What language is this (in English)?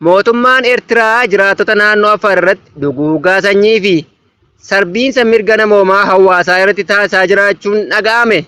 Oromo